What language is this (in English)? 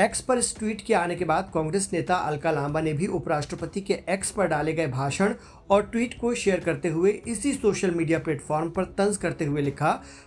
Hindi